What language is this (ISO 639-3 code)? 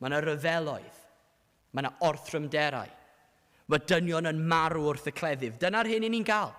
cym